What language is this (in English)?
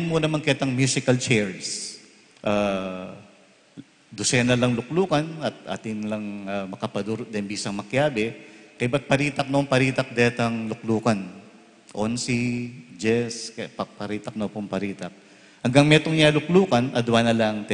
Pampanga